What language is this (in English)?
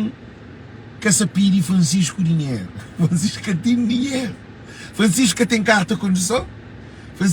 Kabuverdianu